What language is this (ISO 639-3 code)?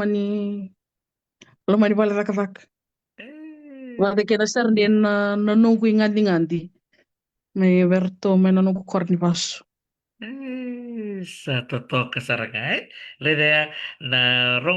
fij